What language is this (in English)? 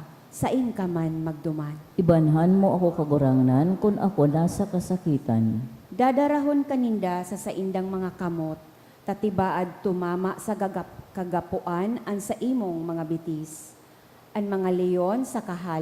Bikol